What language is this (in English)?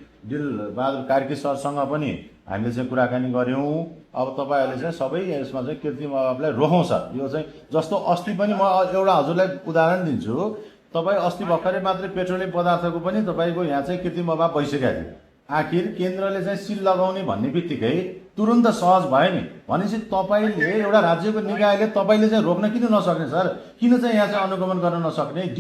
Nepali